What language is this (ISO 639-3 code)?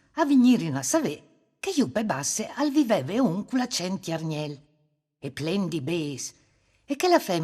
fur